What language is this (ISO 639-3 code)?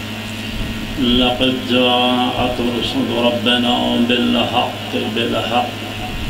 skr